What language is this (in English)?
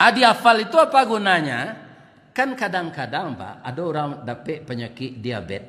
Minangkabau